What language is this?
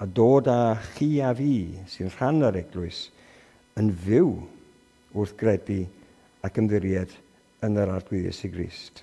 Welsh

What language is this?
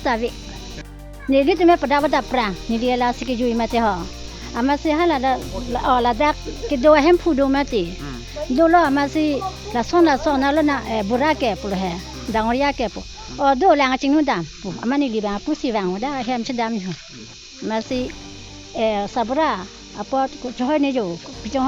Karbi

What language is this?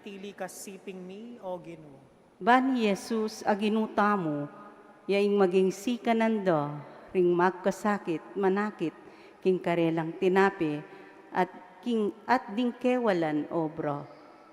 Pampanga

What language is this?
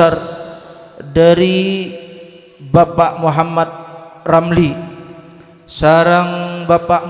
Madurese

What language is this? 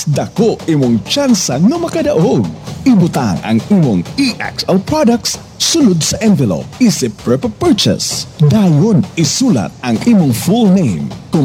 Cebuano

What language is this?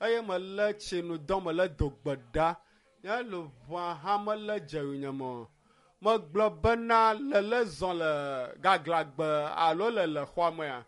Ewe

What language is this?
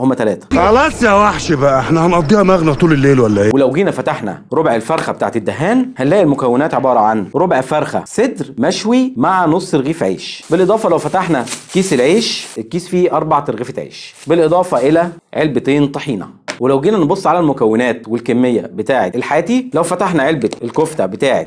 Egyptian Arabic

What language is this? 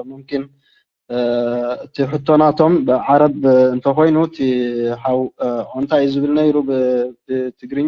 Tigrinya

